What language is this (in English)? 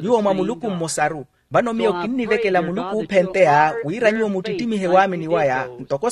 Makhuwa